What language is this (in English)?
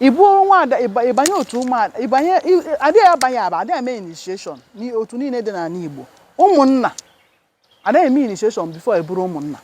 Igbo